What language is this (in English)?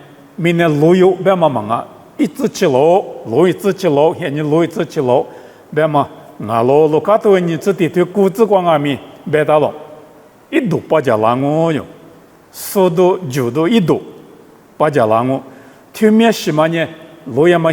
Lisu